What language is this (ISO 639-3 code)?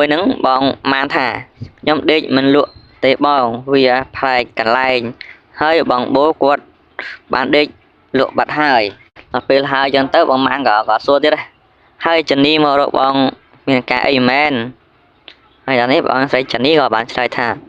khm